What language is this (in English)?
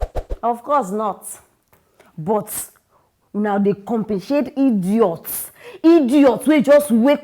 Nigerian Pidgin